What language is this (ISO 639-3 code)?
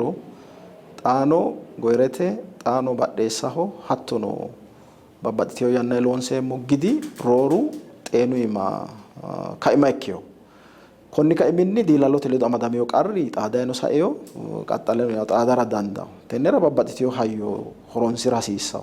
sid